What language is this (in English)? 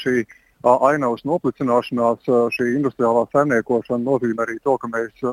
Latvian